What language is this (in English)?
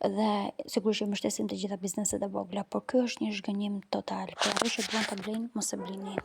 Albanian